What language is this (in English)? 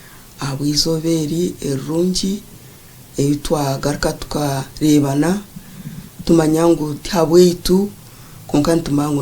Nyankole